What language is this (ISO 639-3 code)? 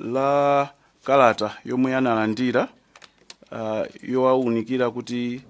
nya